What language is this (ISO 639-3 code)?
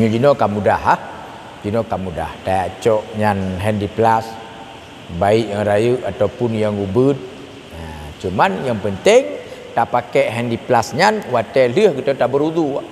ace